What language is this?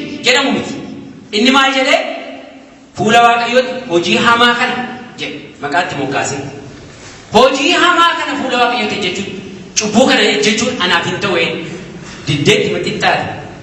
Oromo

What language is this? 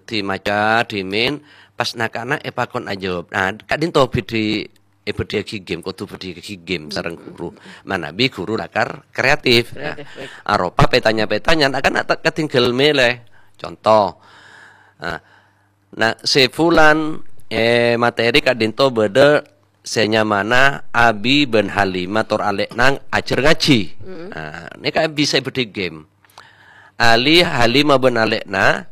Madurese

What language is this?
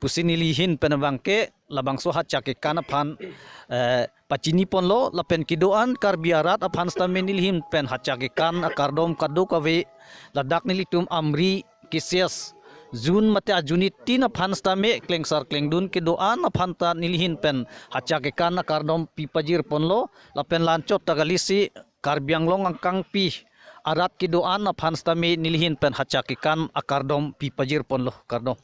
Karbi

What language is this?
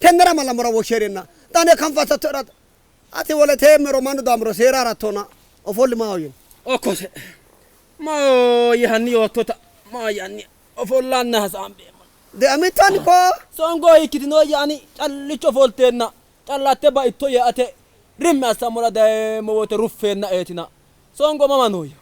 Sidamo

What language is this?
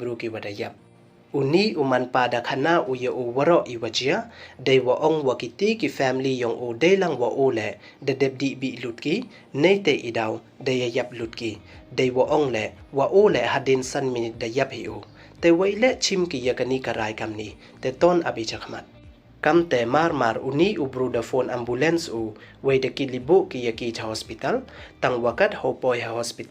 Pnar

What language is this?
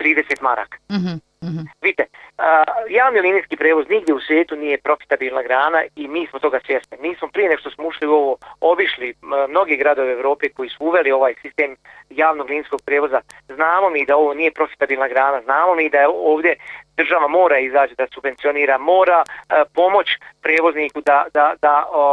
Bosnian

